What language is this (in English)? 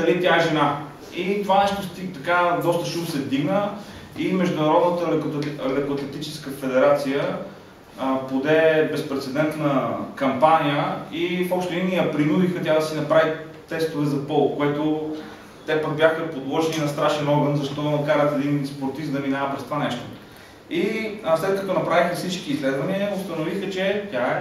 Bulgarian